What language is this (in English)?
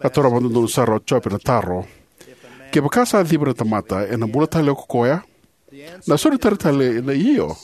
Fijian